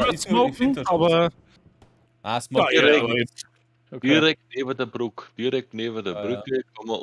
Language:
Bavarian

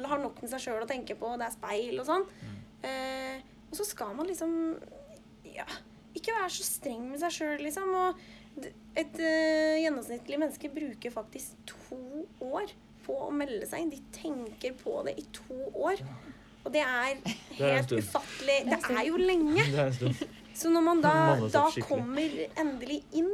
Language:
Norwegian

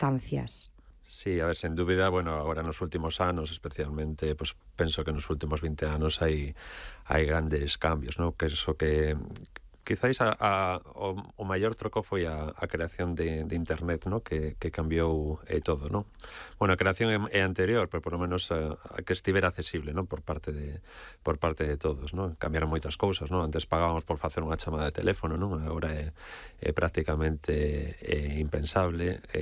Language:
Galician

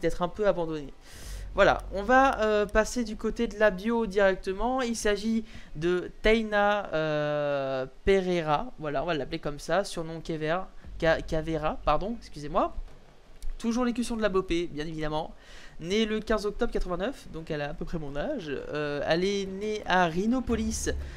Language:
French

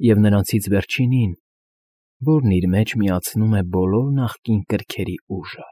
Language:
Armenian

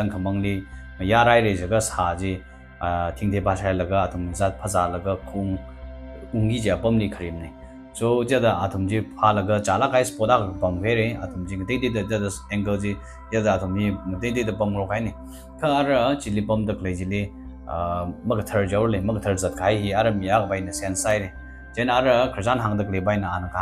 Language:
Tangkhul Naga (India)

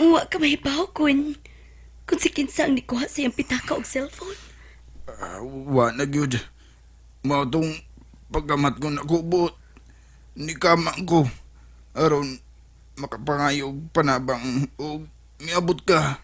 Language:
Cebuano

